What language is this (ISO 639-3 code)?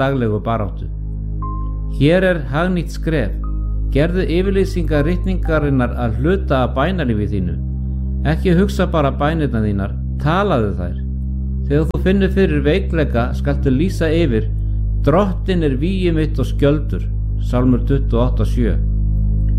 isl